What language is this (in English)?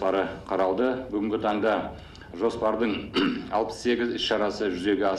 Kazakh